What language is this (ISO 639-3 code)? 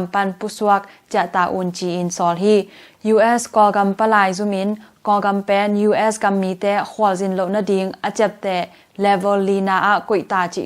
ctd